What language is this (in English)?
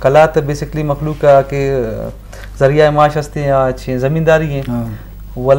Eastern Balochi